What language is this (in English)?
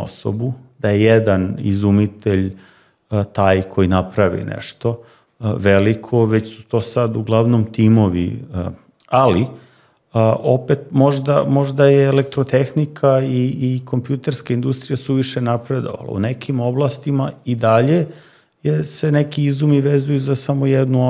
Serbian